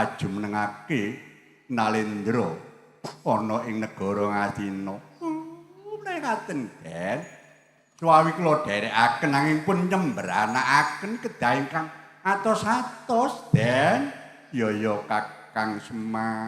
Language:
Javanese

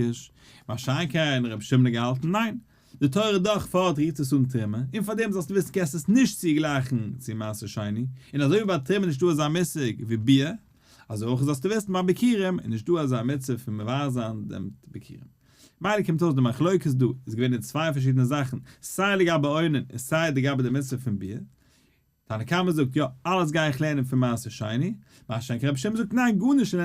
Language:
Yiddish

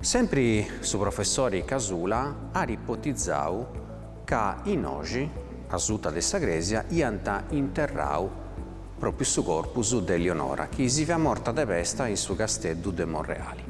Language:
Sardinian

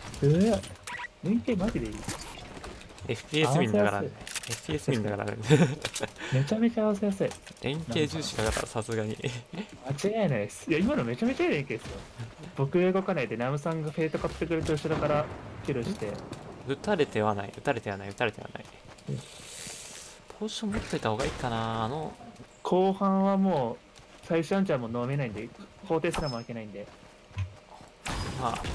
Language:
Japanese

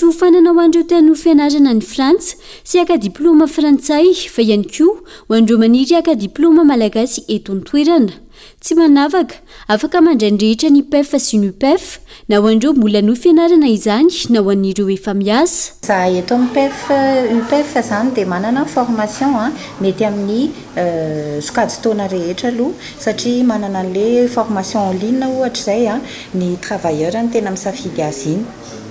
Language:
Malagasy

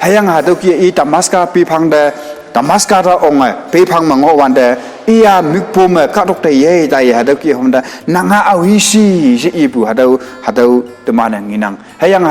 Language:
Konyak Naga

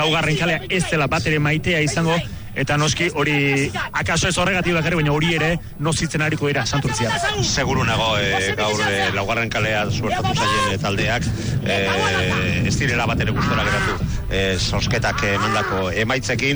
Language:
Basque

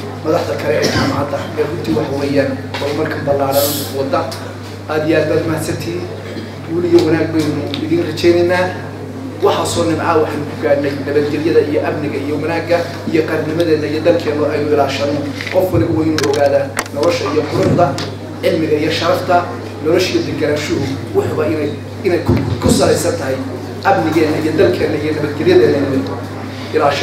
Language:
Somali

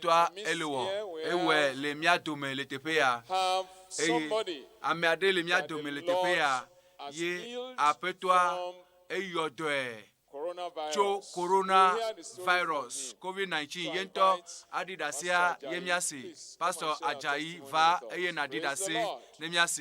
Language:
Ewe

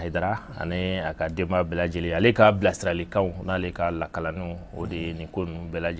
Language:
Bambara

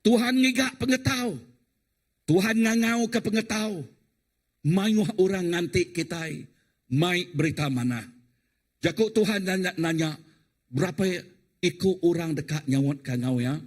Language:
Iban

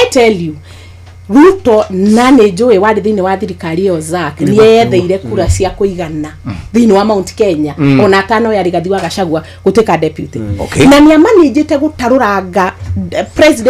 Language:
Kikuyu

